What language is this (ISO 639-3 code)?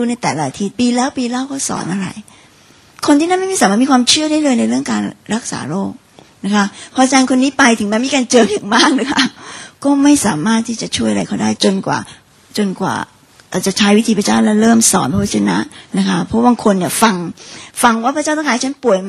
tha